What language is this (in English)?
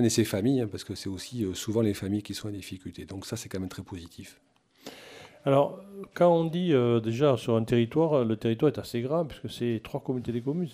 French